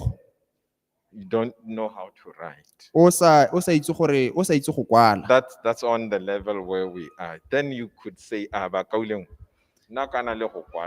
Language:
Tswana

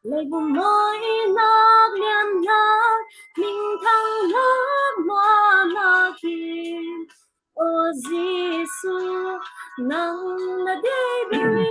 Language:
Falam Chin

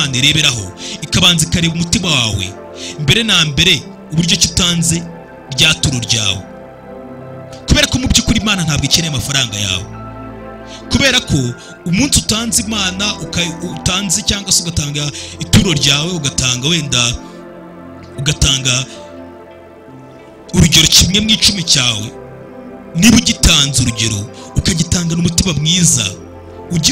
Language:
Kinyarwanda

